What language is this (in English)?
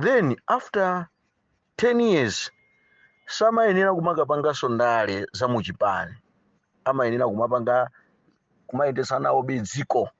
Nyanja